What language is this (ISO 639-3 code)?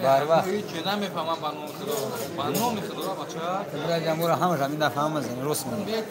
tgk